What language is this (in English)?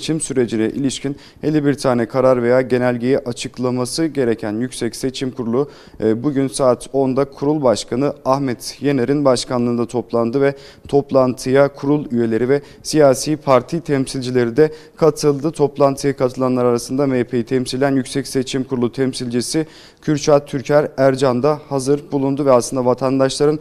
Turkish